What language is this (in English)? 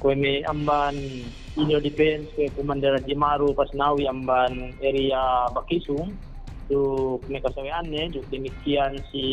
Yakan